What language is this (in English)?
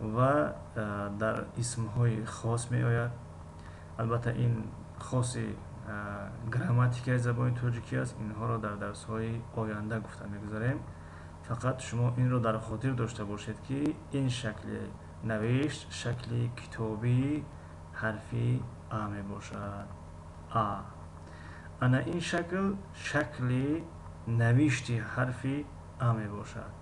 Tajik